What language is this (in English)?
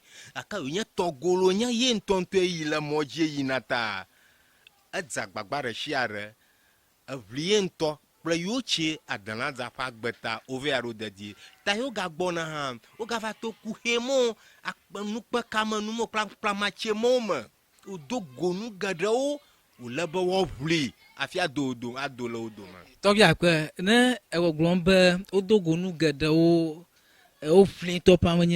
Ewe